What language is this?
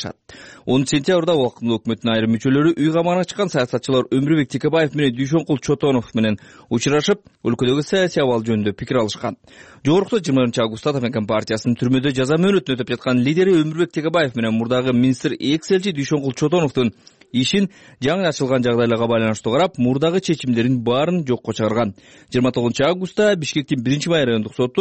Kyrgyz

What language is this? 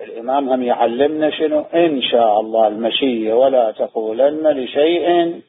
Mesopotamian Arabic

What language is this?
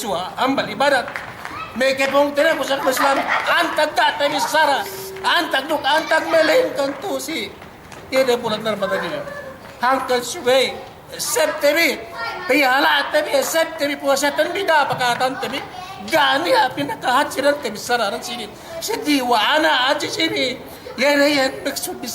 Yakan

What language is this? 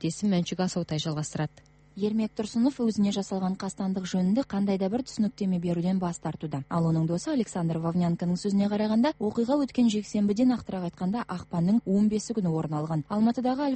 Kazakh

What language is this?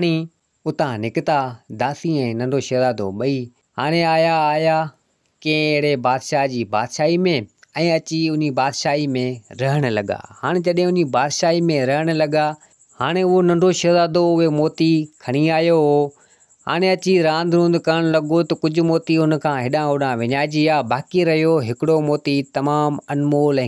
Sindhi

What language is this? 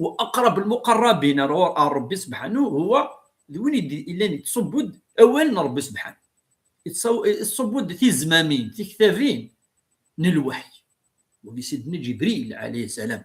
Kabyle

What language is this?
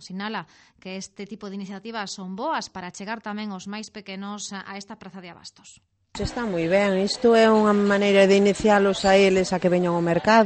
Galician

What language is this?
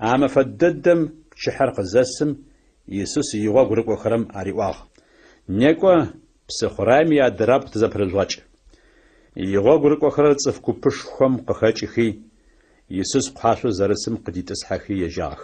Adyghe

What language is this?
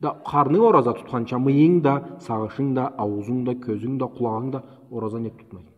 Karachay-Balkar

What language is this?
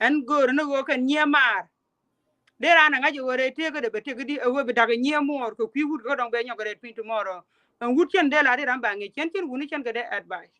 Nuer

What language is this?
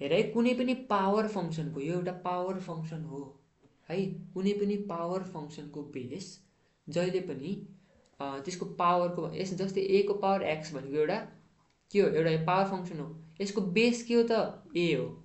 Nepali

